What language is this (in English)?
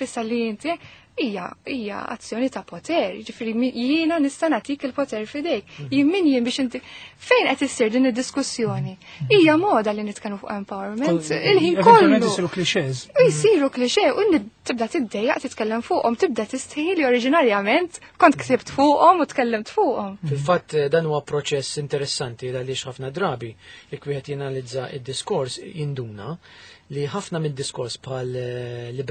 Maltese